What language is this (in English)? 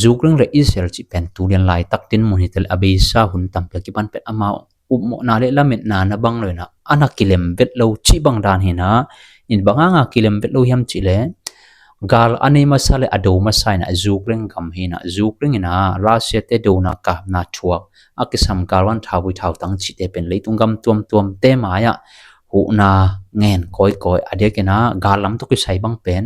Tedim Chin